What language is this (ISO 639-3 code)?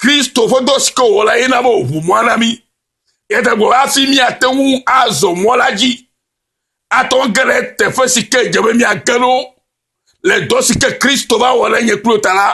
ewe